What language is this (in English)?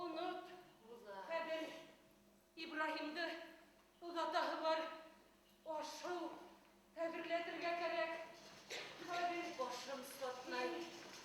Bashkir